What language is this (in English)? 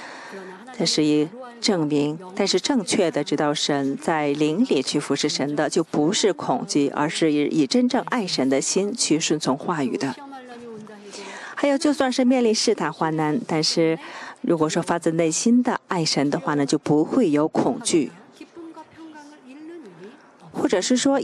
Chinese